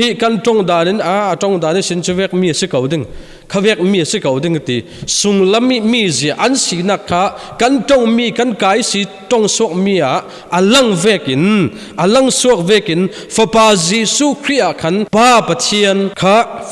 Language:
Falam Chin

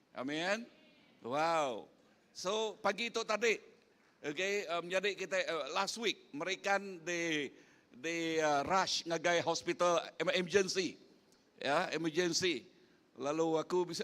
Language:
Iban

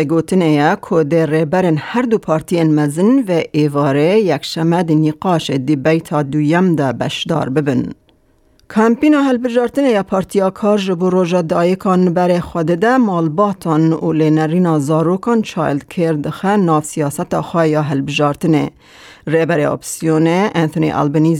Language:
Kurdish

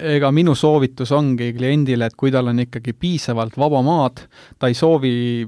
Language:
Estonian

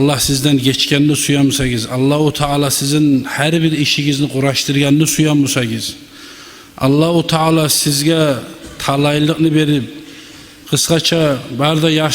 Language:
Kumyk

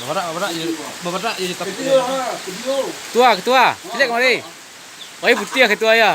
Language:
Minangkabau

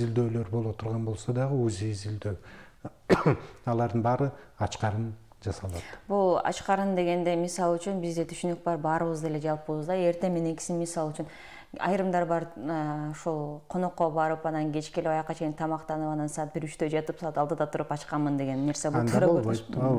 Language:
Kyrgyz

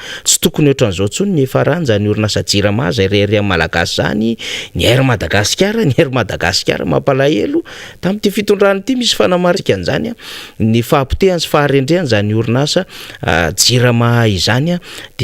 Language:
Malagasy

